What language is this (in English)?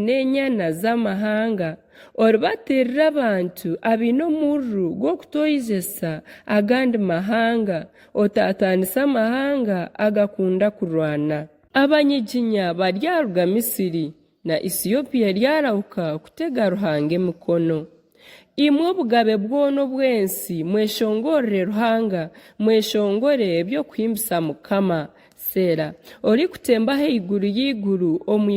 Nyankole